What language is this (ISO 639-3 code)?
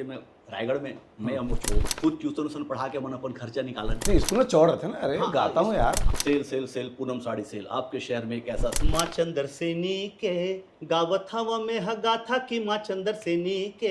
hne